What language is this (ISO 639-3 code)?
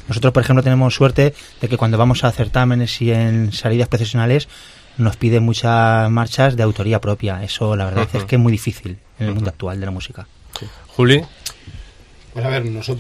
spa